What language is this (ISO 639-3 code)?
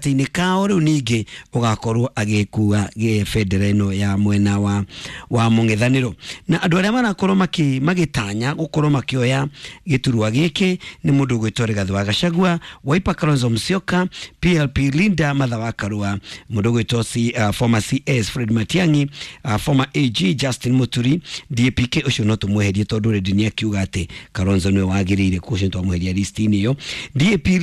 kik